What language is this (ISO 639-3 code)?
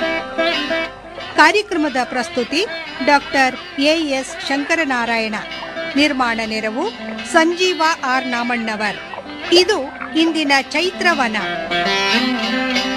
kan